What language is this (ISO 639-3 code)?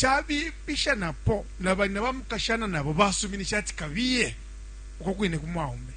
bem